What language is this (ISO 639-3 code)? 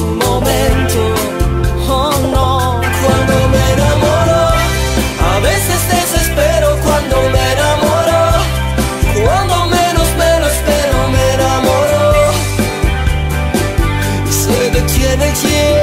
spa